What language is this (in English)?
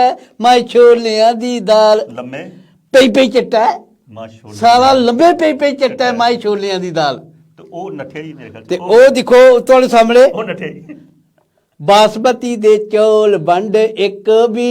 Dogri